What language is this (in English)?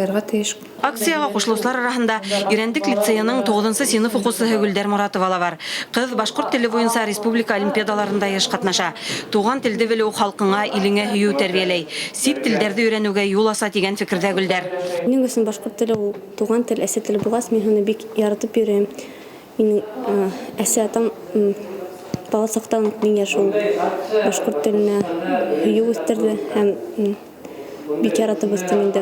Bashkir